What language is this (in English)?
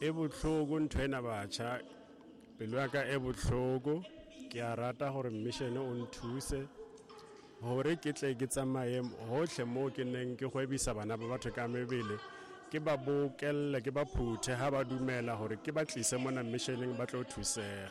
Tswana